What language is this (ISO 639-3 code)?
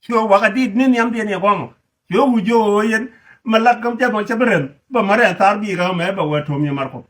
nus